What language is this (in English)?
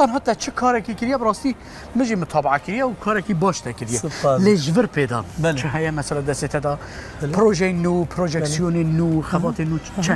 Kurdish